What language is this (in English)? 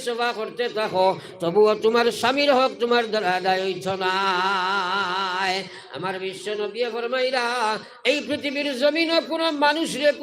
Sylheti